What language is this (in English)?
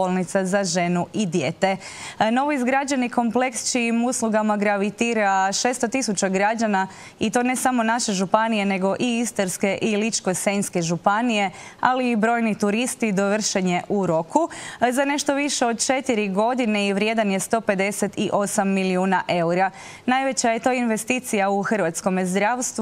Croatian